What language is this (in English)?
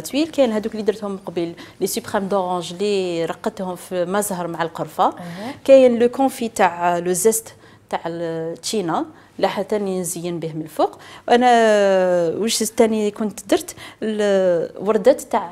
Algerian Arabic